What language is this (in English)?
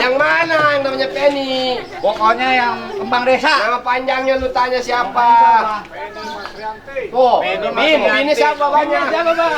Betawi